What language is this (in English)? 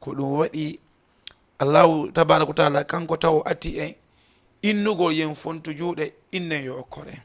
Fula